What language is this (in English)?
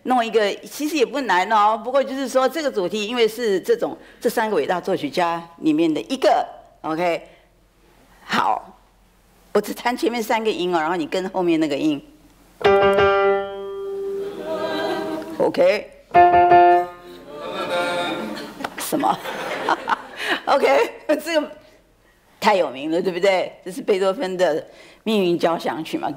Chinese